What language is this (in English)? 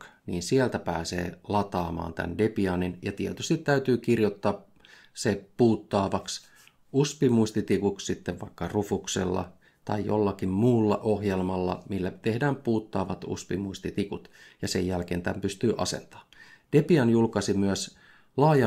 Finnish